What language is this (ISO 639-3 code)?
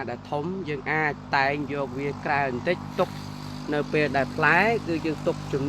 khm